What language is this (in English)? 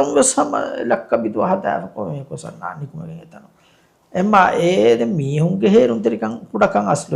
Divehi